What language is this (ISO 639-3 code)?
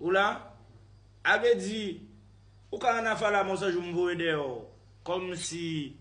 hat